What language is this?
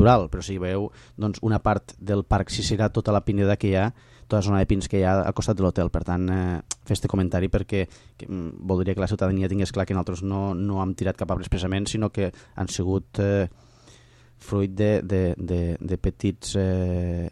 Catalan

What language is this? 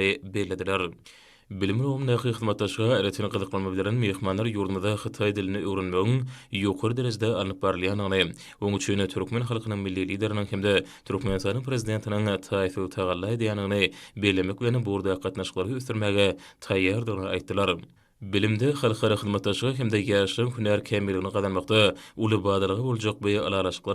Turkmen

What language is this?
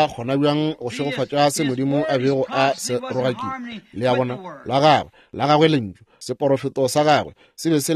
Northern Sotho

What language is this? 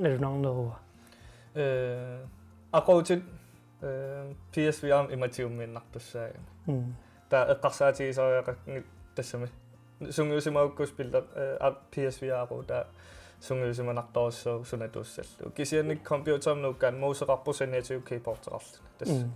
Kalaallisut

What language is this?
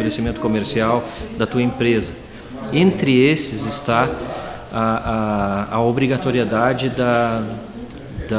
Portuguese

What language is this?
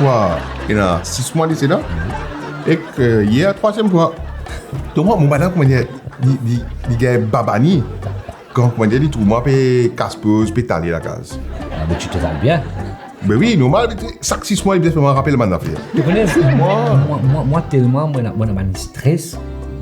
Morisyen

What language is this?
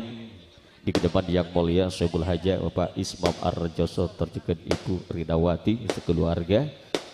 Madurese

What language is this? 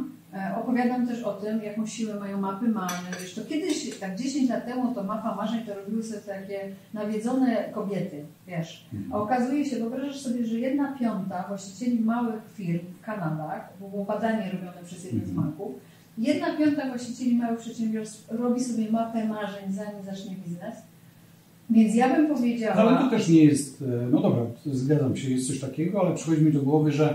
Polish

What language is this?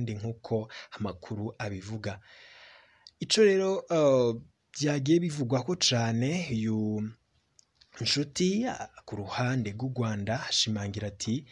Rundi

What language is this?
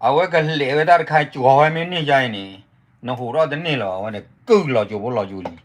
S'gaw Karen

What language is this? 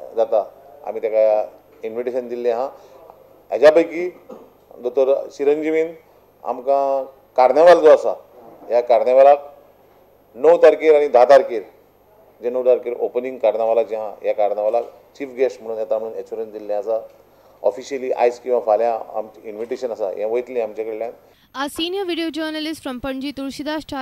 Konkani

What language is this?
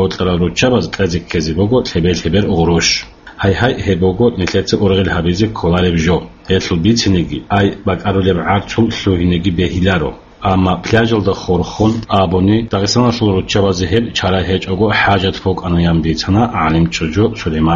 Avaric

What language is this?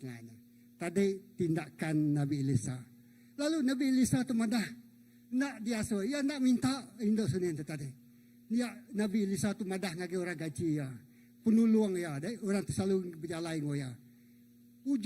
Iban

